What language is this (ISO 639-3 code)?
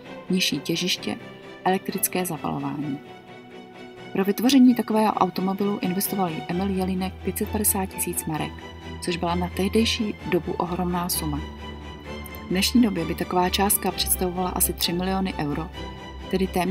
ces